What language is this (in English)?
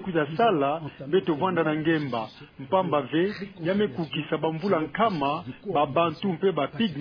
Kituba (Democratic Republic of Congo)